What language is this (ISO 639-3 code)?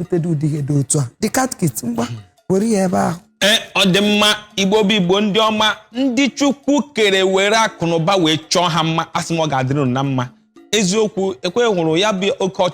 ibo